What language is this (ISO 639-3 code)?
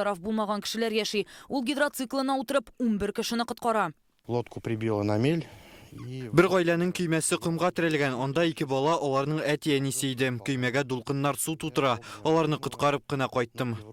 tat